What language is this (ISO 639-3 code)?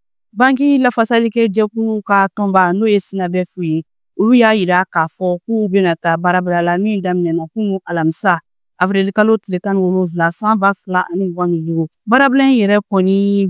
bam